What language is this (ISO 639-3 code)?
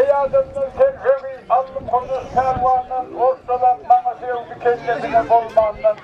tuk